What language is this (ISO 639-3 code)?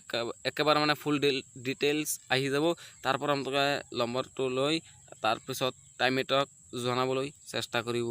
asm